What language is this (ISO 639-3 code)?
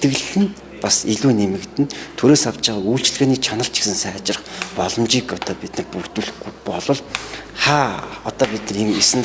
mon